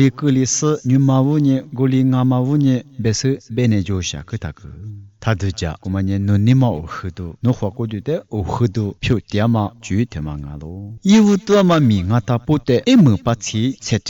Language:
Lisu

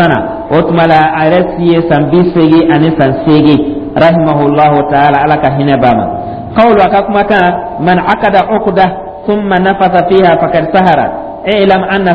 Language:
Dyula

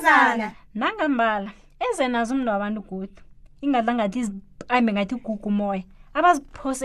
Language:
South Ndebele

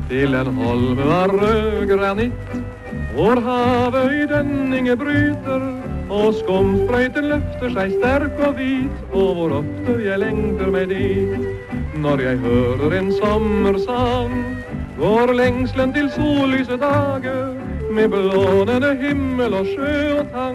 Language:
Norwegian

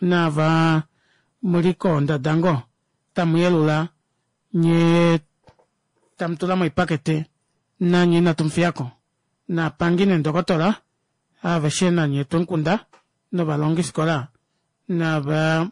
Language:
Kuanyama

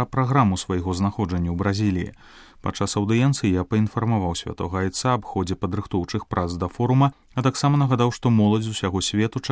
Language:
Belarusian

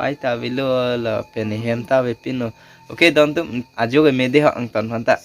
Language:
Karbi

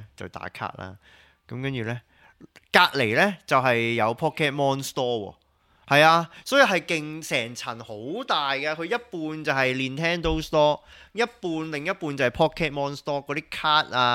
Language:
Cantonese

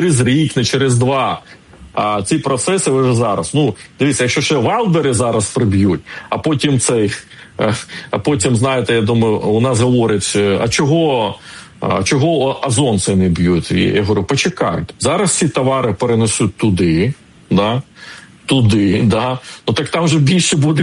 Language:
Ukrainian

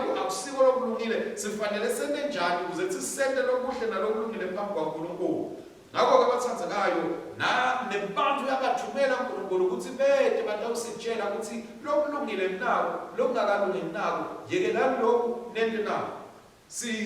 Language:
Swati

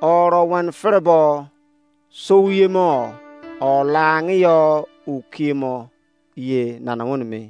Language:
Izon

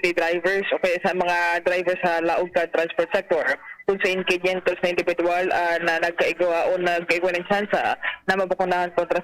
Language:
Bikol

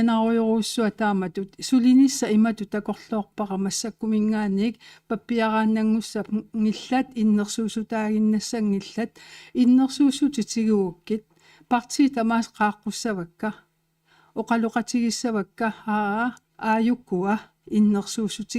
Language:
Kalaallisut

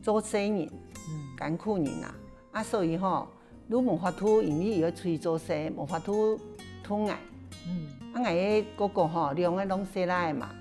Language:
Hakka Chinese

